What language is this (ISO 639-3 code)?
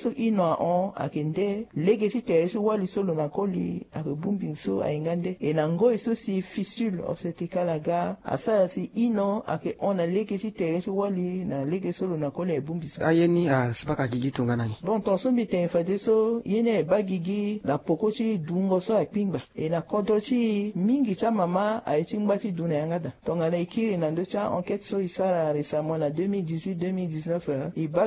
sag